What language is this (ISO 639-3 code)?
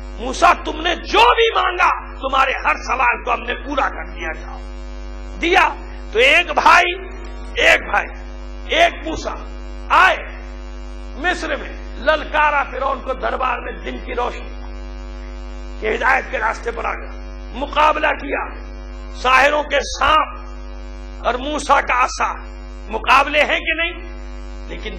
urd